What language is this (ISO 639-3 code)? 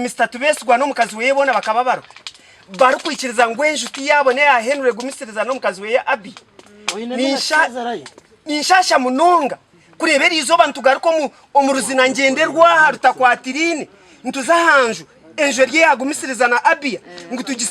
nyn